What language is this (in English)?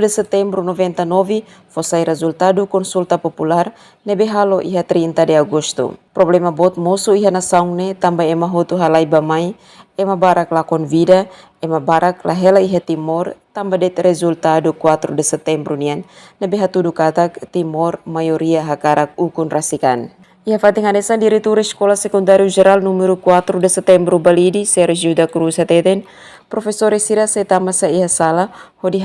Tetum